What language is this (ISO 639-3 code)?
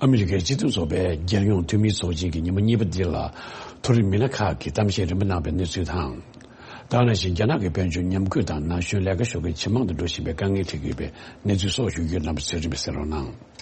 bod